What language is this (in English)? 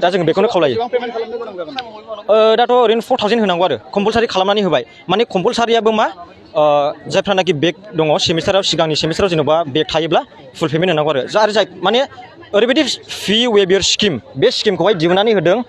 Bodo